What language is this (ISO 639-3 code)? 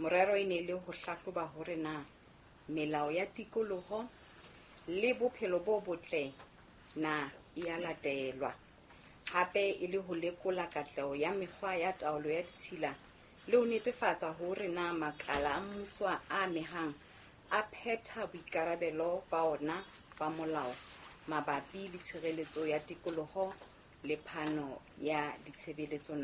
sot